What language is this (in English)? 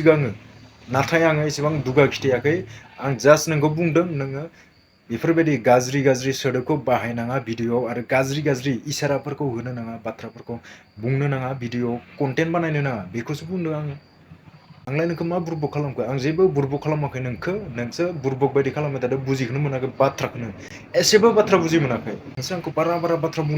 Bodo